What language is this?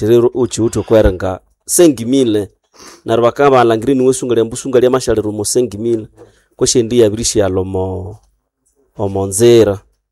Nande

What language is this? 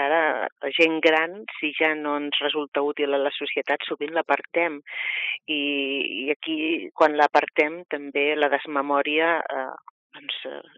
Catalan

